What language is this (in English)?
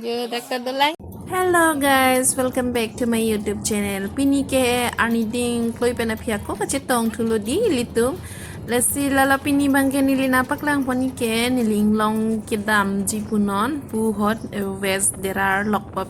Karbi